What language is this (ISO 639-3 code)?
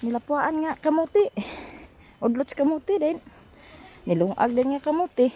ceb